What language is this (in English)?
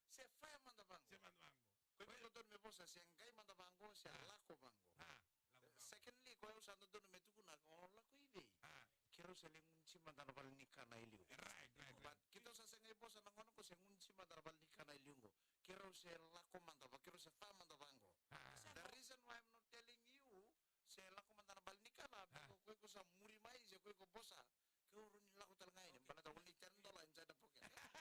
Fijian